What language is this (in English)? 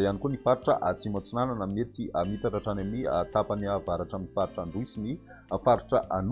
Malagasy